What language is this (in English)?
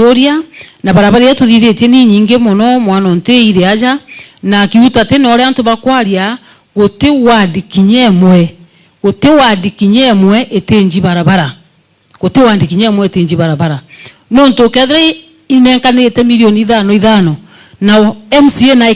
Meru